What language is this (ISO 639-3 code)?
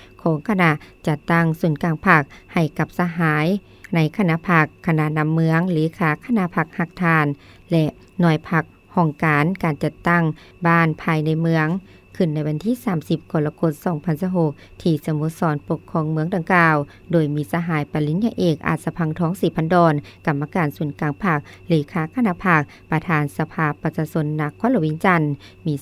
lao